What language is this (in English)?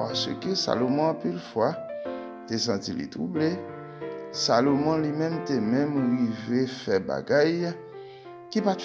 Haitian Creole